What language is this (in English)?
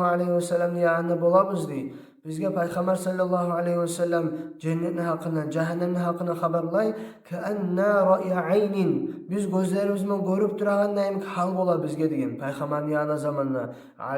Kumyk